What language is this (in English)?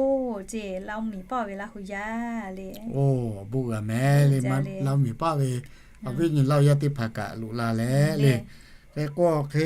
Lahu